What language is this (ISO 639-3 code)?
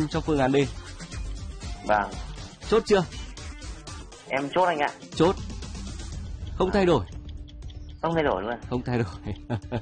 vie